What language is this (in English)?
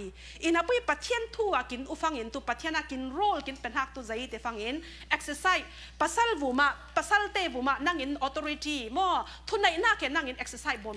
Falam Chin